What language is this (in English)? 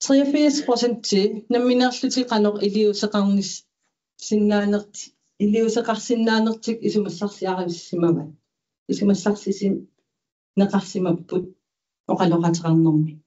Kalaallisut